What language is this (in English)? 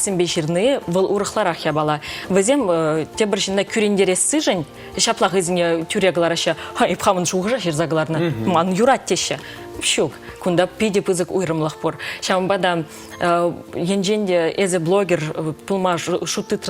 Chuvash